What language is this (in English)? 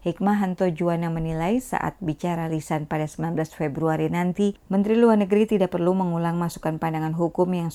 Indonesian